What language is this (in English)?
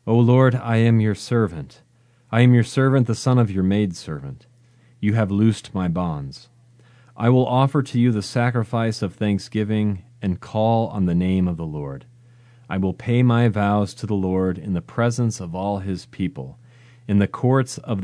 English